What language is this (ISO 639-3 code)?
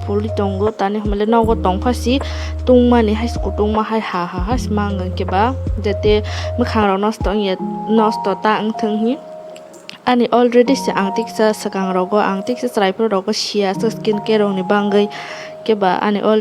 trp